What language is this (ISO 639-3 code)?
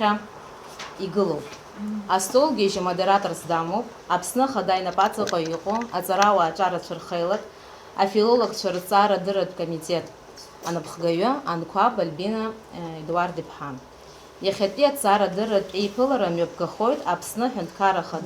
abk